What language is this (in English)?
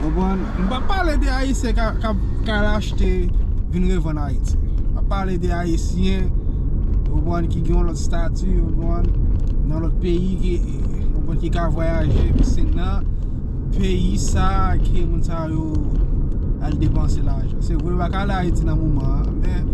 Haitian Creole